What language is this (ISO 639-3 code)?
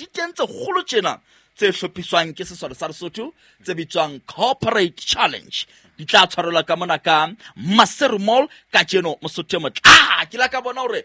sot